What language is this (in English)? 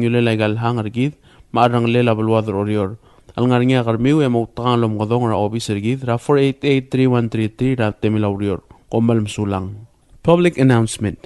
Palauan